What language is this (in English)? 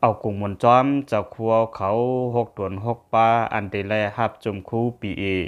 Lao